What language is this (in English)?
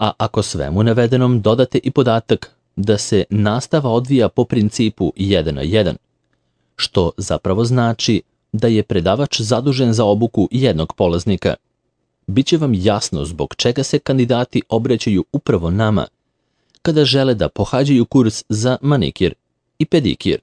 Serbian